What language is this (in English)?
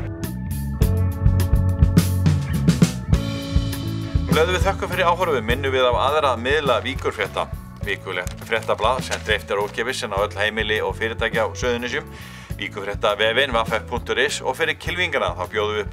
Icelandic